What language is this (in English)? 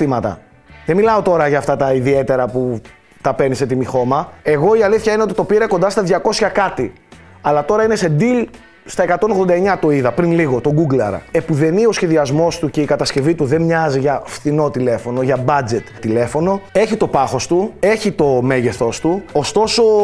Greek